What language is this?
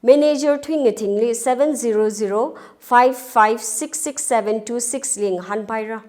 Tangkhul Naga (India)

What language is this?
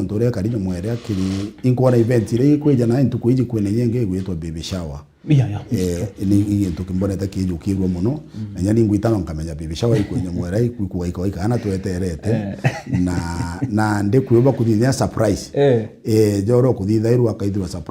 Meru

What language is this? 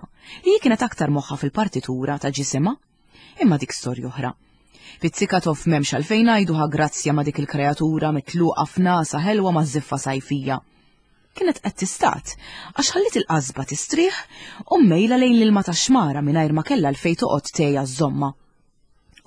Maltese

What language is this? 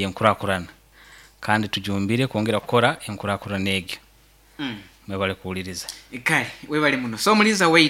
Nyoro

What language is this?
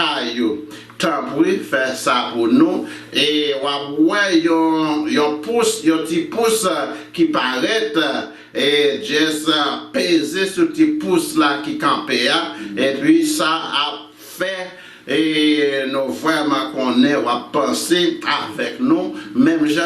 Haitian Creole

